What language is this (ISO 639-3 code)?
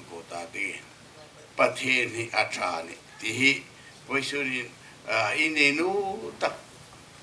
hmr